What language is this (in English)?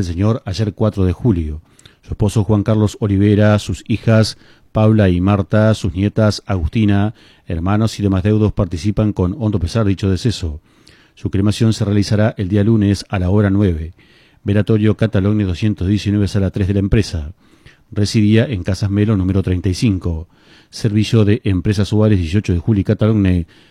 Spanish